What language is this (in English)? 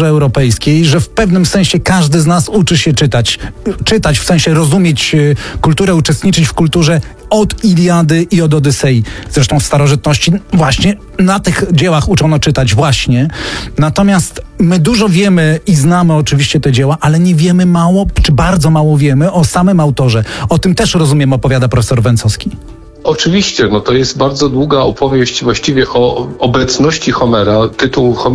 Polish